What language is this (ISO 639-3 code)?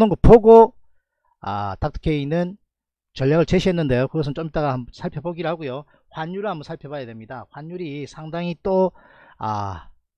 kor